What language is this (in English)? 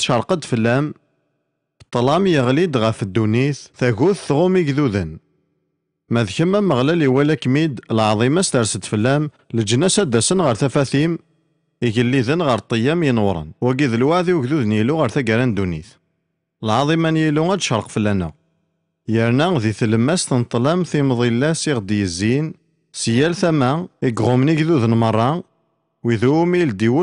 Kabyle